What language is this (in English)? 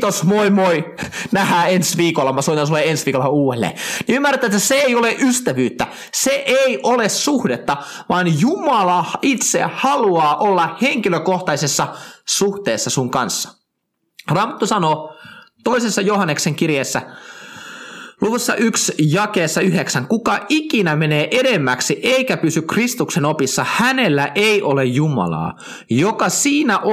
Finnish